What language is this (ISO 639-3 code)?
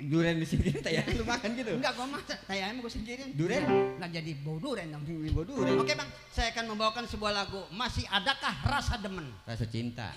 bew